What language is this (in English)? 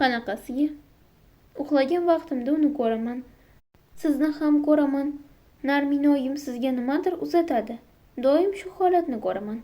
Uzbek